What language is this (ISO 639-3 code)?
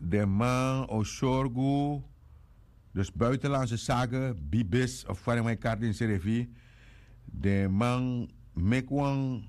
srn